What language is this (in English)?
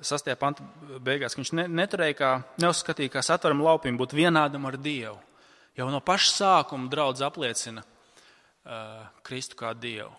Latvian